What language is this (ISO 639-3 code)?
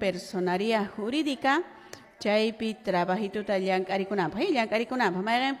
que